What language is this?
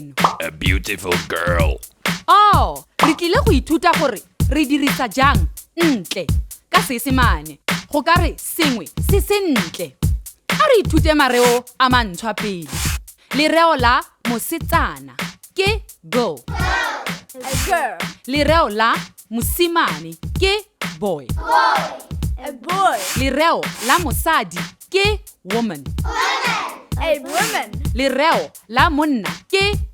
Tswana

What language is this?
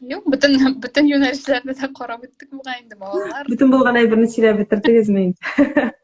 Tatar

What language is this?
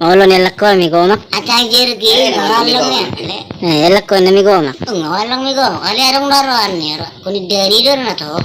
Batak Toba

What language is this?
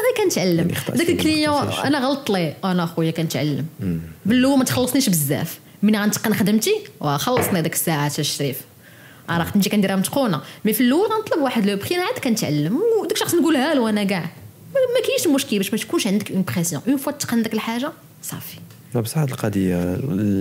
Moroccan Arabic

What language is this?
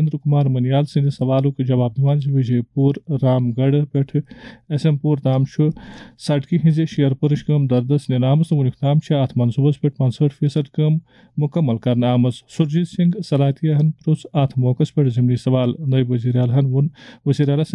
Kashmiri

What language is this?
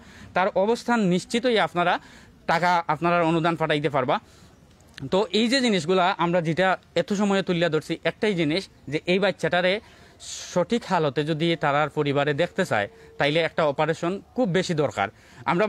Sylheti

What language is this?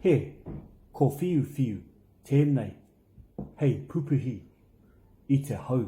Māori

